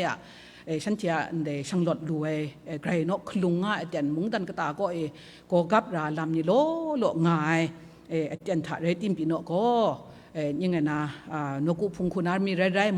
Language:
Kachin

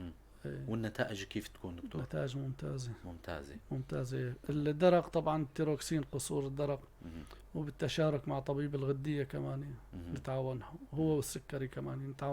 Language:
North Levantine Arabic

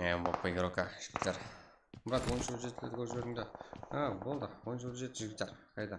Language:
Kara-Kalpak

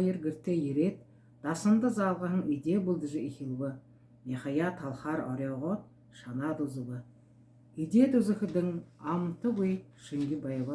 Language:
Buriat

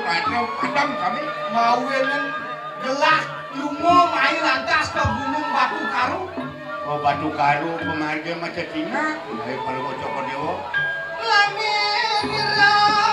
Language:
Balinese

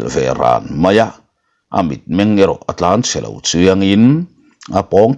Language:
Mizo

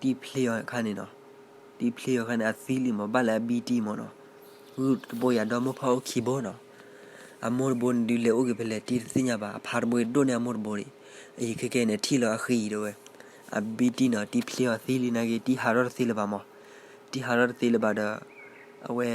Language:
S'gaw Karen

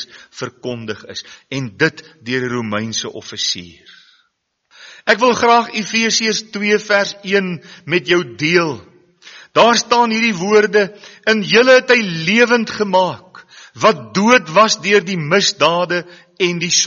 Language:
Afrikaans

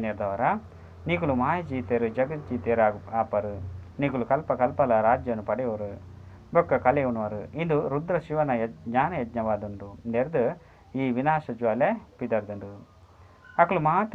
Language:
Tulu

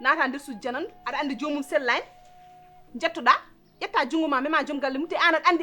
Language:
Fula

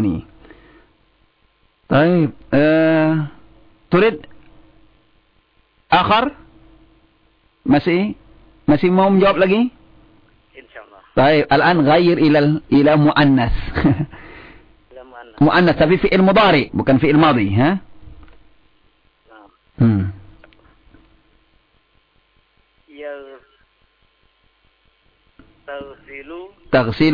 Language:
Indonesian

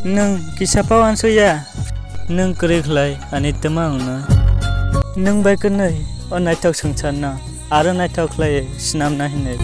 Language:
Kok Borok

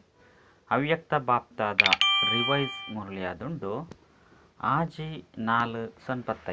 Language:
Tulu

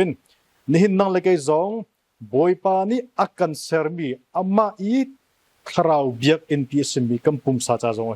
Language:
Hakha Chin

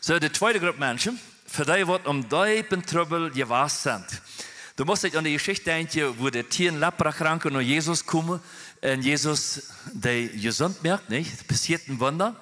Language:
Plautdietsch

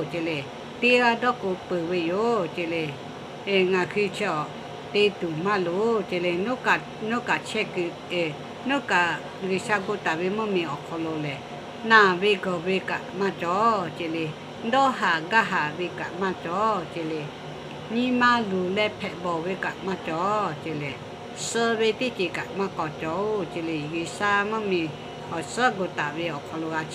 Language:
Lahu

